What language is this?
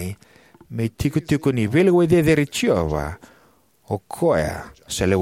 Fijian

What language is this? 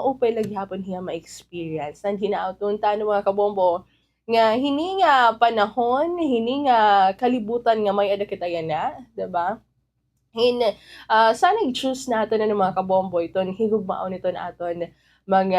Waray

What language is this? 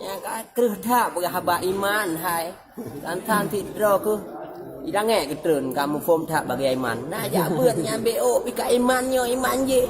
Achinese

